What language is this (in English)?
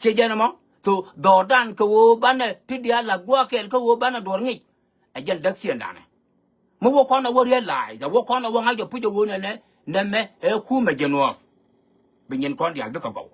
Nuer